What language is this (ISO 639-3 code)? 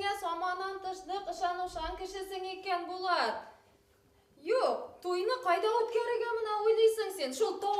bak